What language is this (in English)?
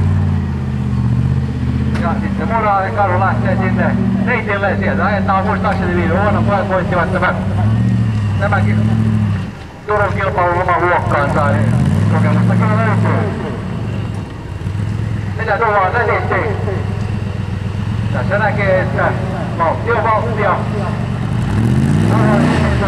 Finnish